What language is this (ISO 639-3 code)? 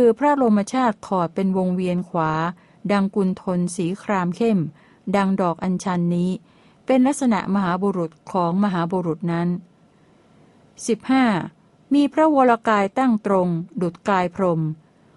tha